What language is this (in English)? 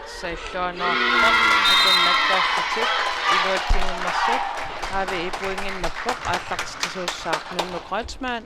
Kalaallisut